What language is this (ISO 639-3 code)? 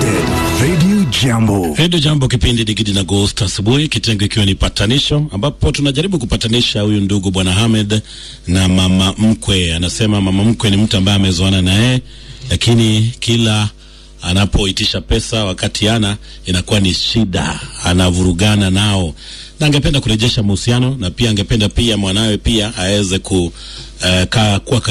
swa